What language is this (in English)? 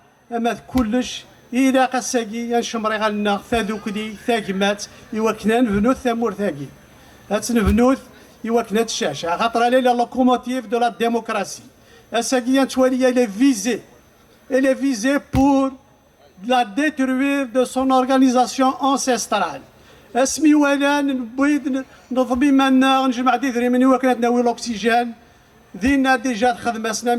Kabyle